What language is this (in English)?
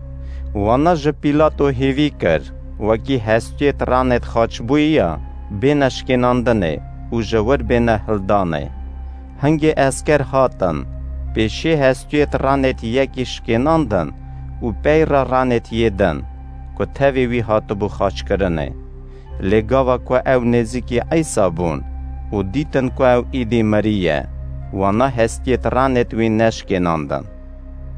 Kurdish